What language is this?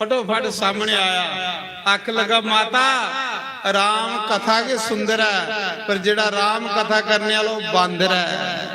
Dogri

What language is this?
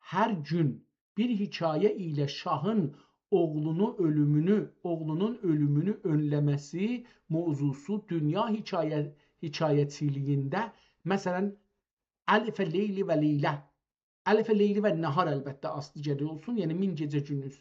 South Azerbaijani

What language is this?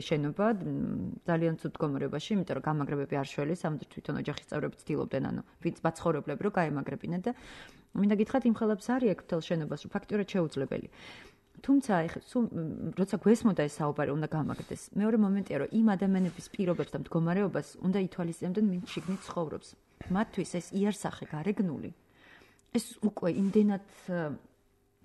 Georgian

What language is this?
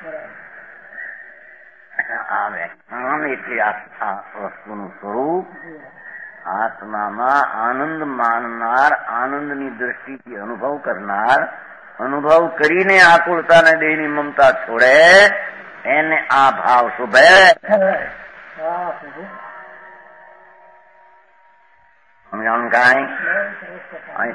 Gujarati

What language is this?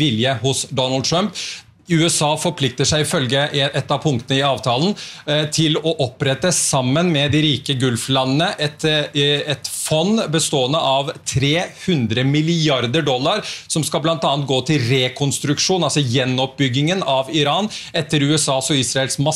Norwegian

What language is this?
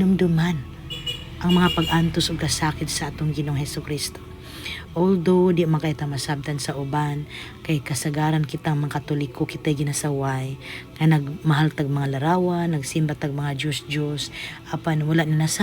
Cebuano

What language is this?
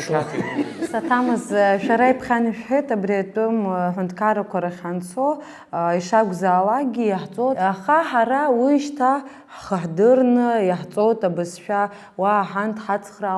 Abkhazian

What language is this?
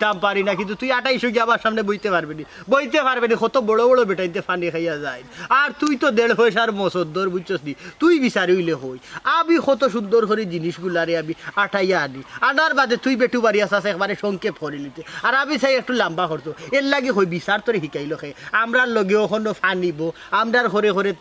Sylheti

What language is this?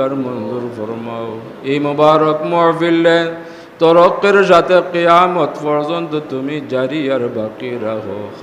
Sylheti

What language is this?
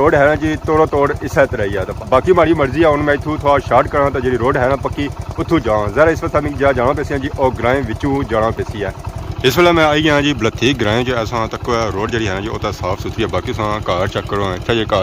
Pahari-Potwari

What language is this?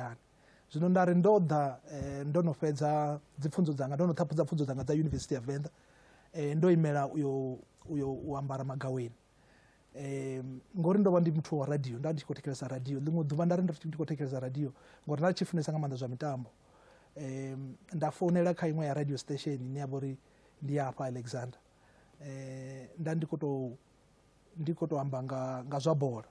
Venda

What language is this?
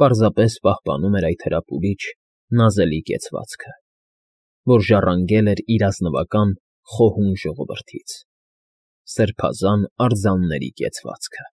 Armenian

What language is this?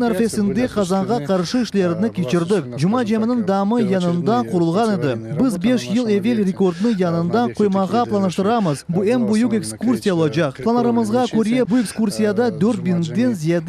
Crimean Tatar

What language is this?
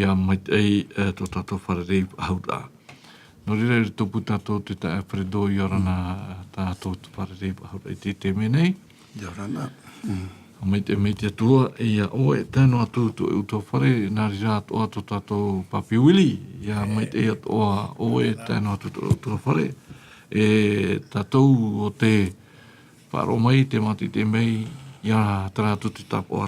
Tahitian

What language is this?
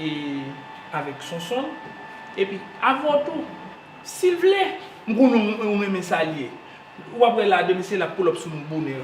Haitian Creole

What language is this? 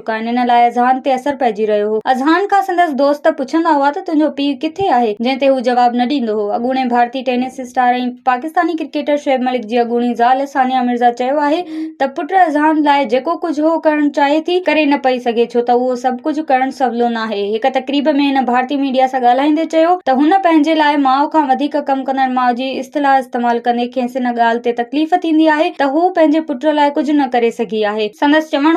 Sindhi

